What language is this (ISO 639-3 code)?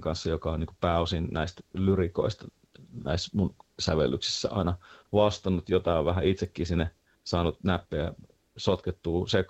fin